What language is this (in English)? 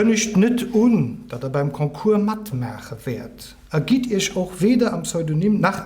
Luxembourgish